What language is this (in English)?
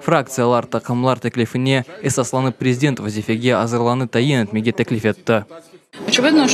Crimean Tatar